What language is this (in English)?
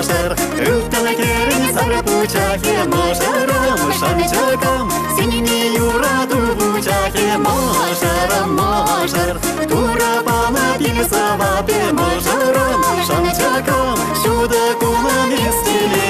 Chuvash